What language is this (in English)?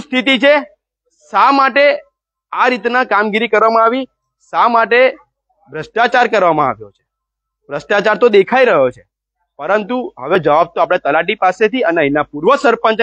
Gujarati